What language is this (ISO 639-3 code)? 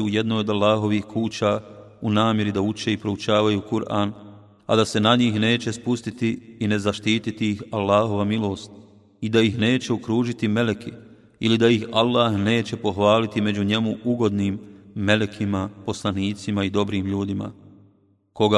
bos